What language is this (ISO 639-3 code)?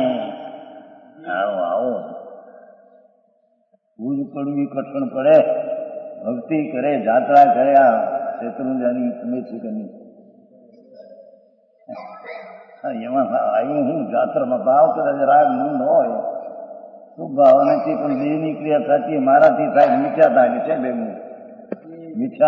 guj